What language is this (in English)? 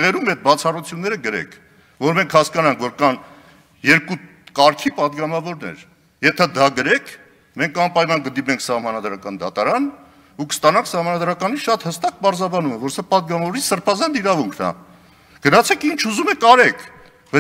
Armenian